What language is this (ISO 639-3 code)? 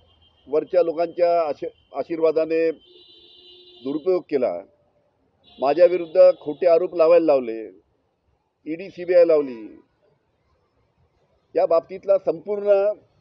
mar